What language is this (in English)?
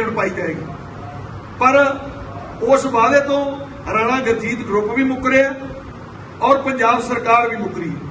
Punjabi